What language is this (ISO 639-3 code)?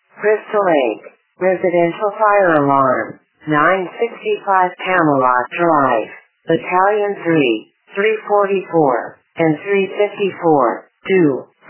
eng